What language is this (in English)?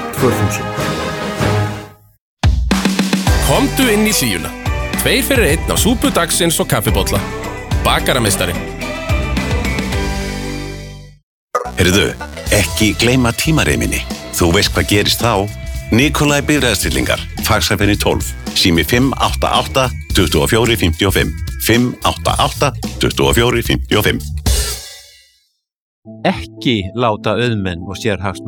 Icelandic